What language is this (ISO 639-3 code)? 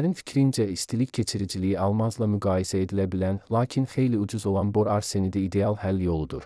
aze